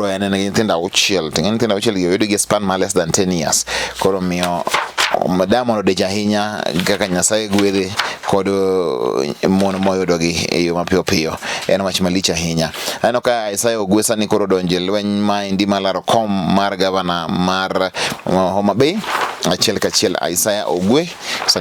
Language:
Luo (Kenya and Tanzania)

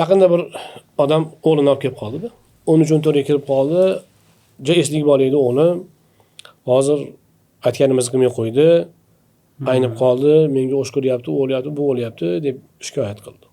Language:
Uzbek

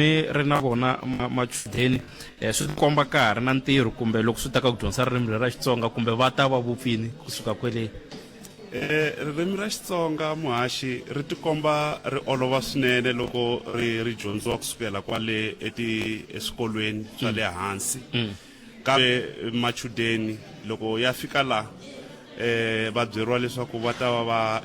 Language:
Tsonga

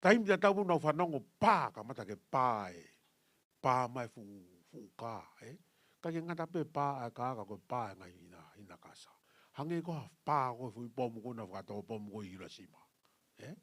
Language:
Tongan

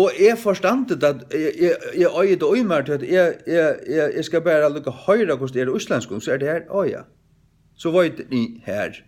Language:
Faroese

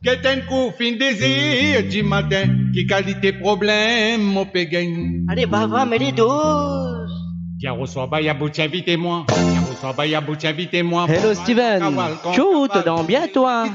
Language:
Morisyen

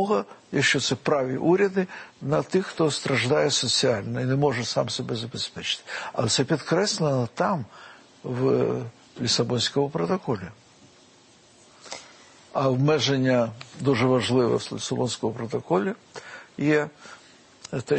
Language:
Ukrainian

